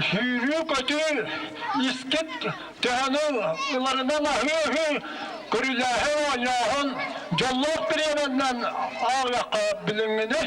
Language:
Yakut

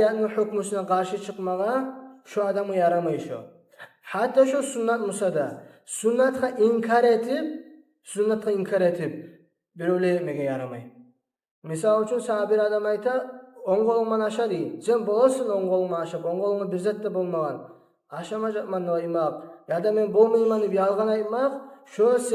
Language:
Kumyk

